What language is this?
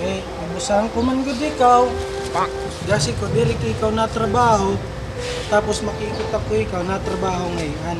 Waray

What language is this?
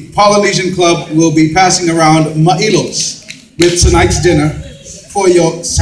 Samoan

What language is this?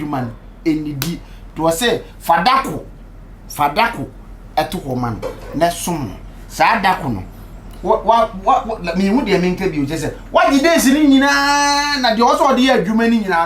Akan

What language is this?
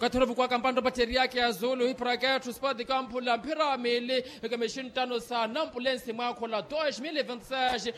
Makhuwa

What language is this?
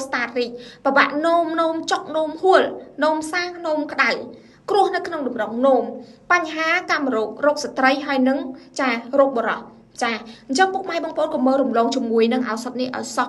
Khmer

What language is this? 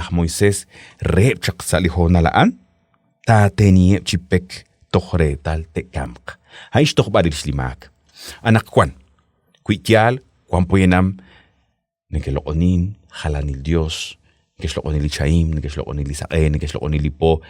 Kekchí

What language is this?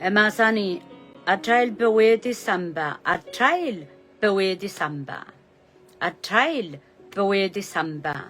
Pohnpeian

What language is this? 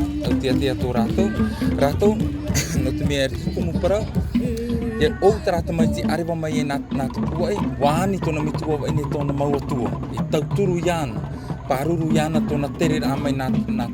Tahitian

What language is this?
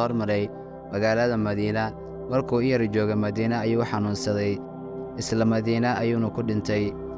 Somali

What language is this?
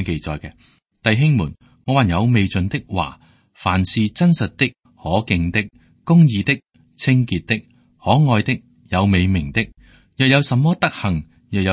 Cantonese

